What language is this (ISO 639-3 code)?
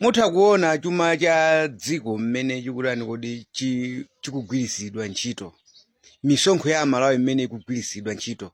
nya